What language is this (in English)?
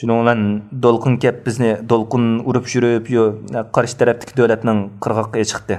Uyghur